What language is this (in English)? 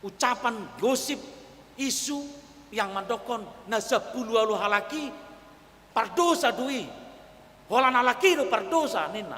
Batak Toba